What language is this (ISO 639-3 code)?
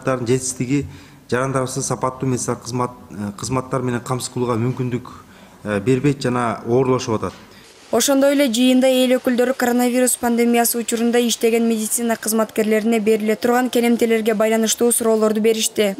kir